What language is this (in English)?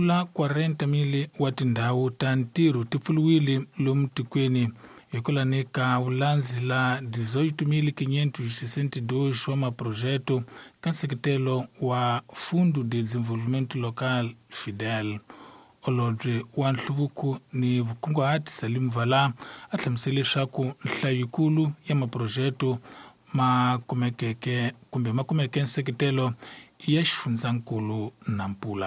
Tsonga